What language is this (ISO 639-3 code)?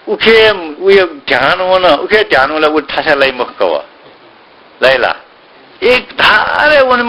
new